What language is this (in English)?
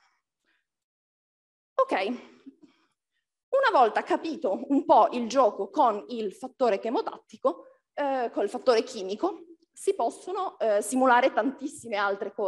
Italian